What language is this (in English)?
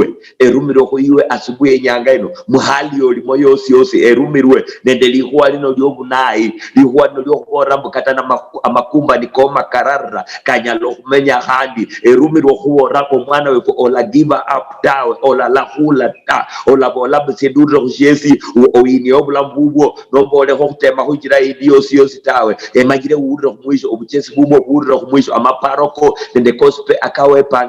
Luyia